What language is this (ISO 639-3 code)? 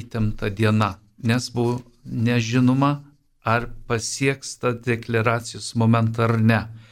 lit